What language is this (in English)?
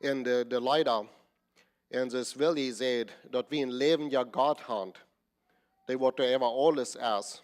Plautdietsch